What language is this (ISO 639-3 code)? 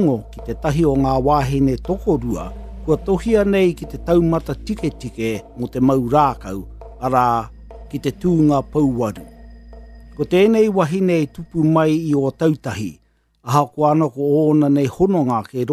mri